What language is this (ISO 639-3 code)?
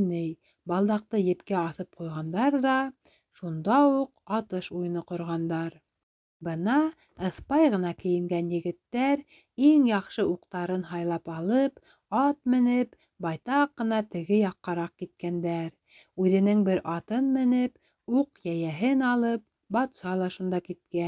bak